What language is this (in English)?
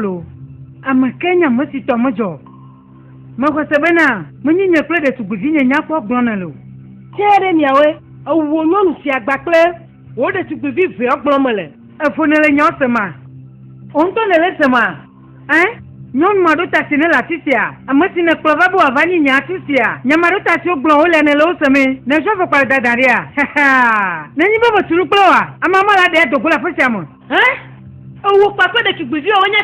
Ewe